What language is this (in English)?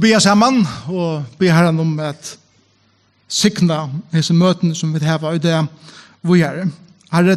Faroese